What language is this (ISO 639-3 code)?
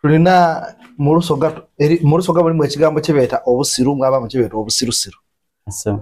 xog